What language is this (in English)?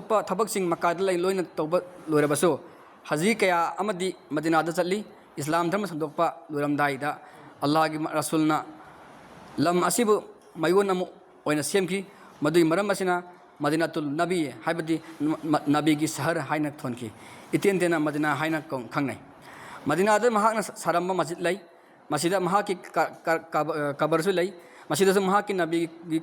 Manipuri